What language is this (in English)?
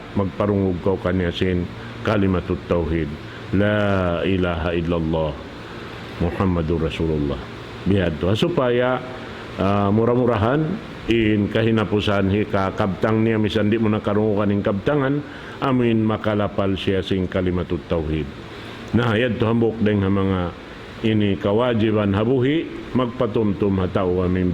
Tausug